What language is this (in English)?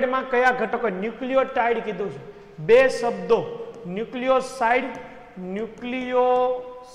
Gujarati